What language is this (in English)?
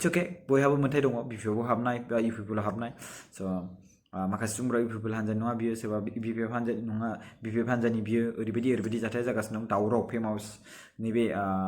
Bodo